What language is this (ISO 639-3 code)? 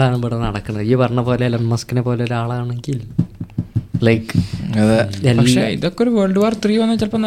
mal